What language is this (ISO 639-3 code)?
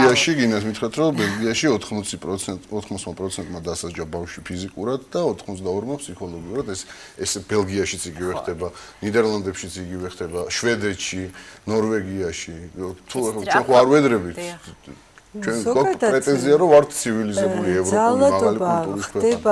kat